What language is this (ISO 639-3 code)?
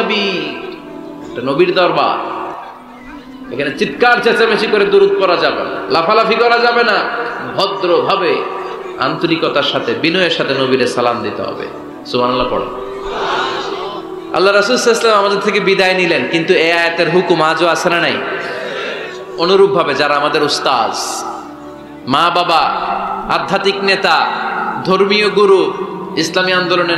ben